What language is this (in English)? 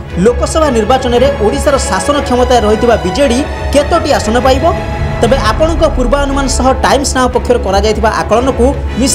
Odia